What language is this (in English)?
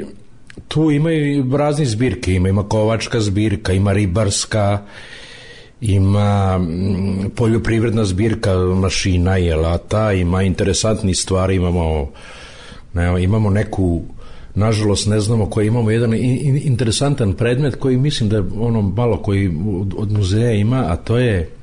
Serbian